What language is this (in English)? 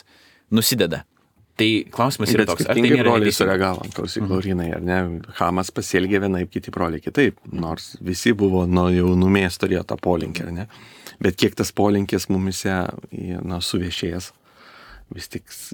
Lithuanian